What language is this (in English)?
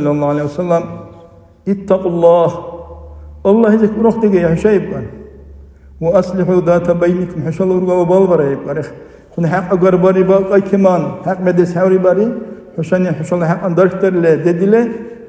Dargwa